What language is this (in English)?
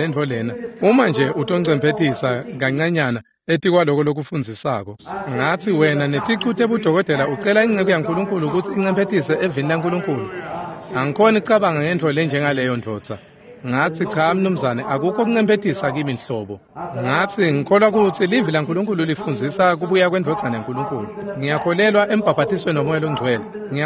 Swati